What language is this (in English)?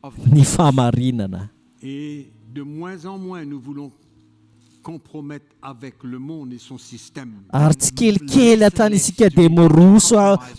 Malagasy